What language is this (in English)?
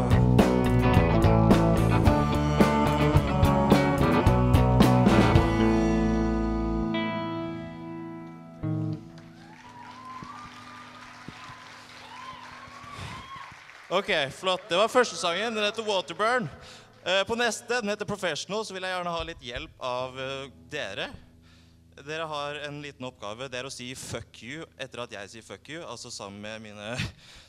Norwegian